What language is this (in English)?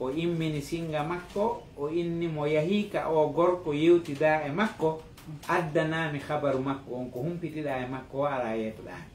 Fula